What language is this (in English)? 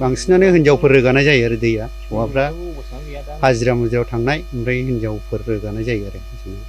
Bodo